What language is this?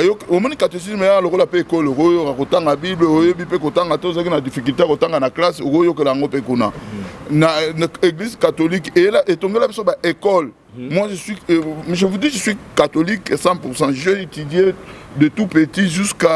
Lingala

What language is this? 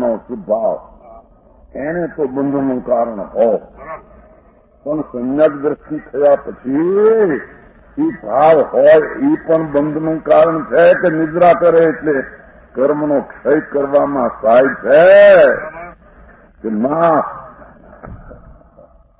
Gujarati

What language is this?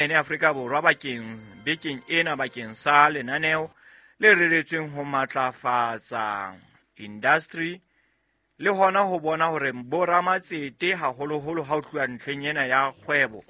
Southern Sotho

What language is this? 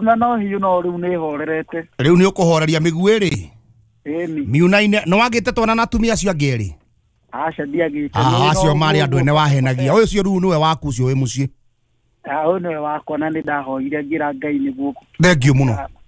Kikuyu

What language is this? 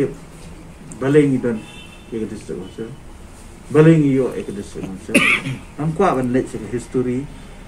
Khasi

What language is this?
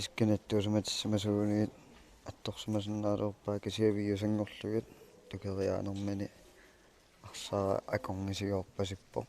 Kalaallisut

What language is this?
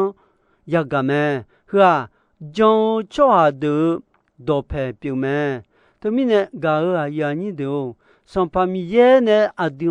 Akha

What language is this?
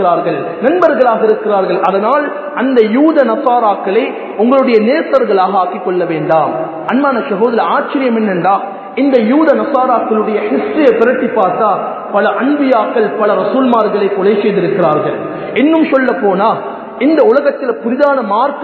Tamil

